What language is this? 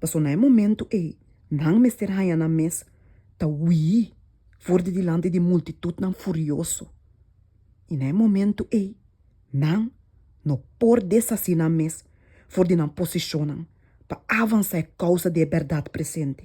Papiamento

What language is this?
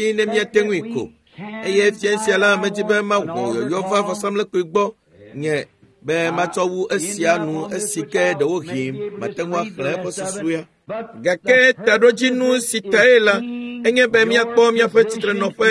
Ewe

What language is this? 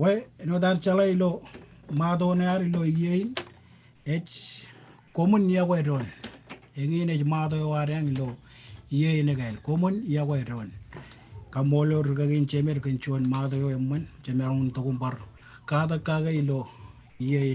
Marshallese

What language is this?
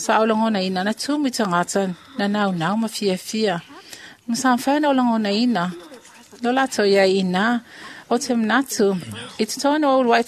Samoan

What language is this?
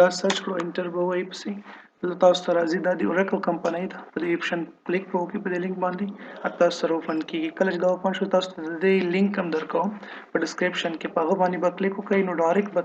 Pashto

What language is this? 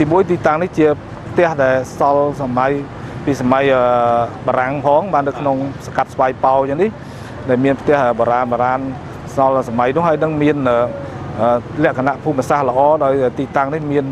Khmer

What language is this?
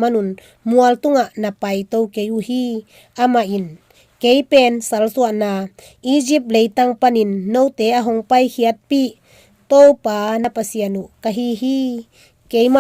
Tedim Chin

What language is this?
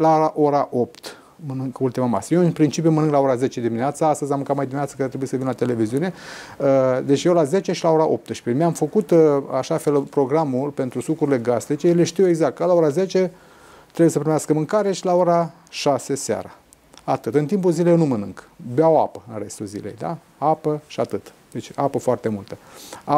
Romanian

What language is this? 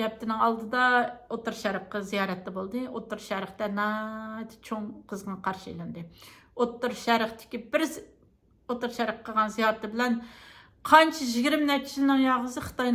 Uyghur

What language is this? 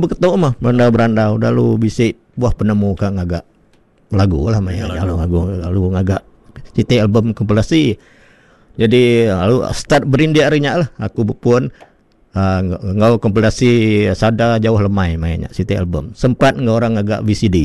Iban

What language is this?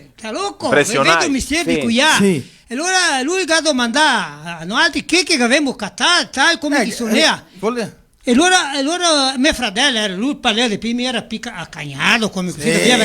Venetian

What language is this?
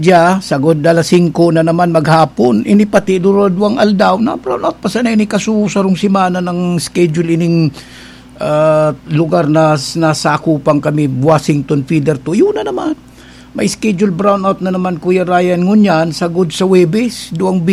Bikol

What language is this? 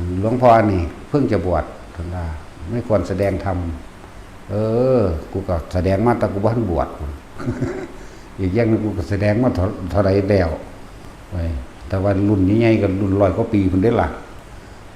Lao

